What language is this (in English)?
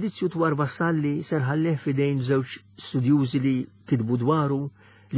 Maltese